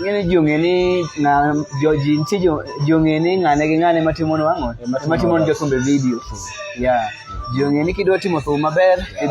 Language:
Luo (Kenya and Tanzania)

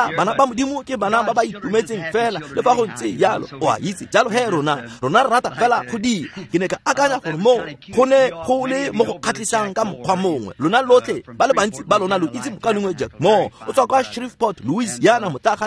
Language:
Tswana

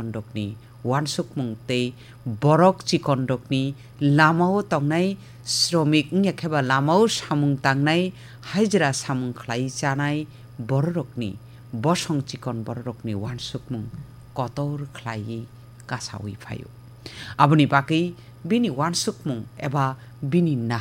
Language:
Kok Borok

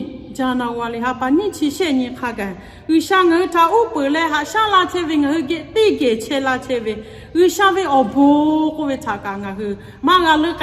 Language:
Lahu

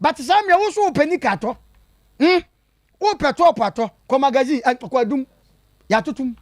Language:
Akan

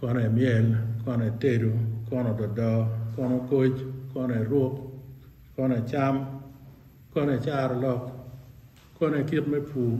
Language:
Acoli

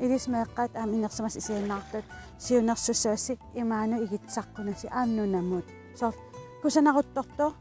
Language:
Kalaallisut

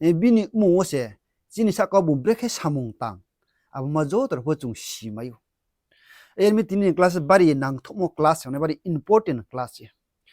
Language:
Riang (India)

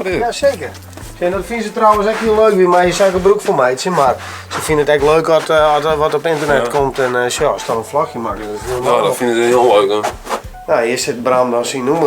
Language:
Western Frisian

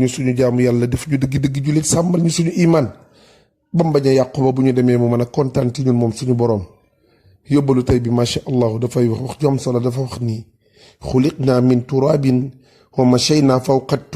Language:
Wolof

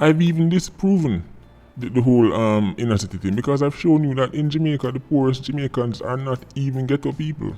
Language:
Jamaican Creole English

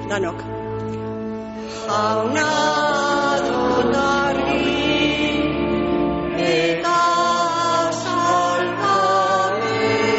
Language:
Basque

